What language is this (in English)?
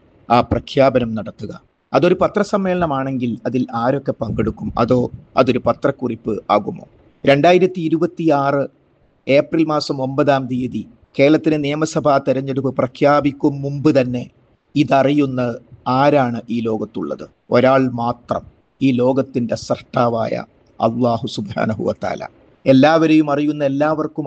Malayalam